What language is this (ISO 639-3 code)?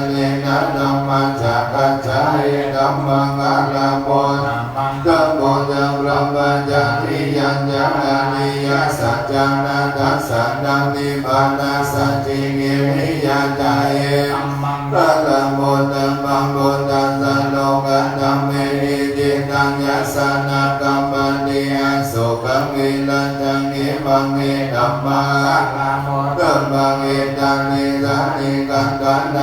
pli